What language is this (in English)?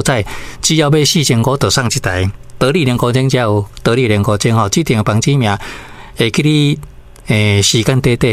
Min Nan Chinese